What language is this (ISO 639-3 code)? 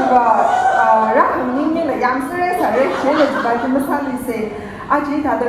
nmf